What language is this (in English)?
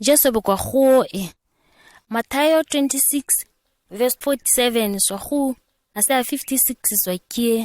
ǁGana